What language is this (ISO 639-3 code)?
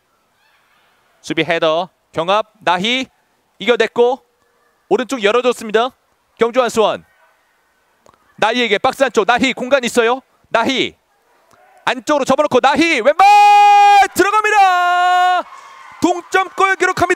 kor